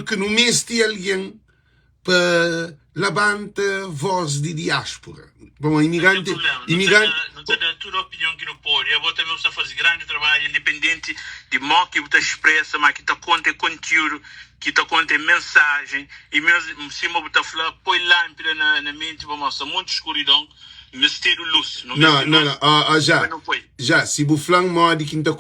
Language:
Kabuverdianu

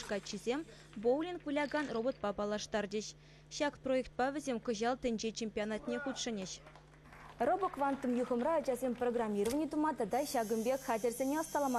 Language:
Chuvash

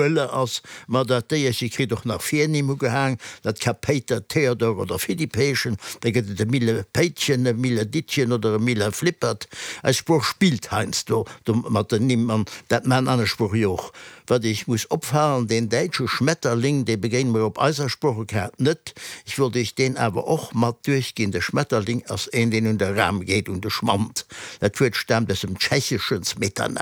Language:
Luxembourgish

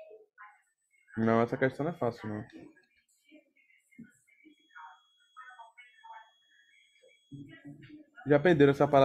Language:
Portuguese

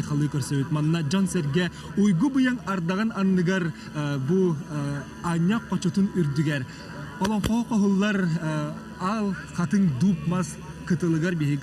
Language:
Yakut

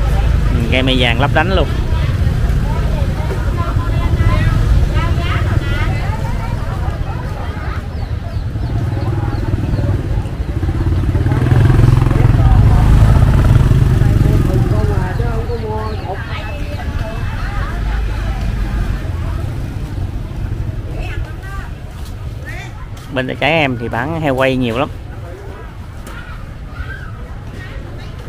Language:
Vietnamese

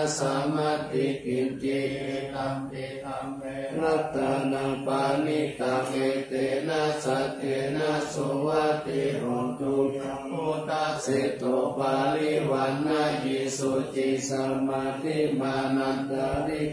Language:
Pali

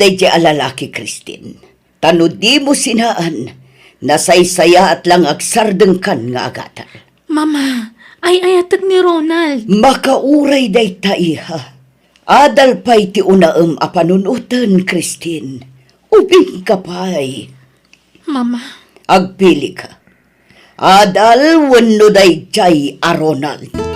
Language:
Iloko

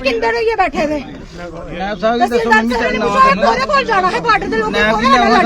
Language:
Dogri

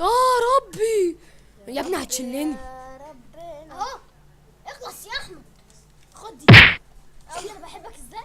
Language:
Egyptian Arabic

